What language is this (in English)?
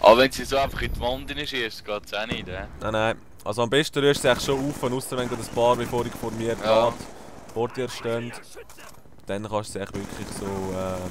Swiss German